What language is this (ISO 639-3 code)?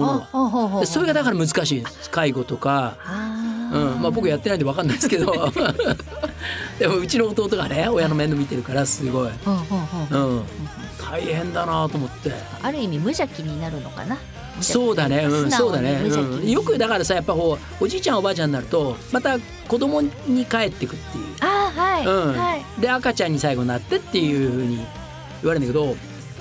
jpn